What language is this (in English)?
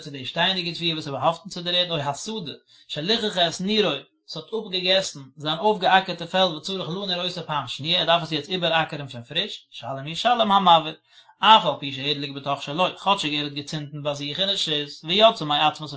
Yiddish